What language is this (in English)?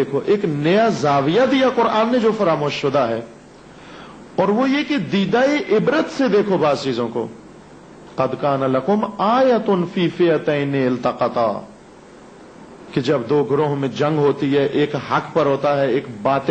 Urdu